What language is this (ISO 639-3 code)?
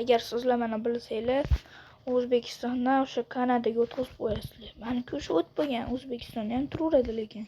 uzb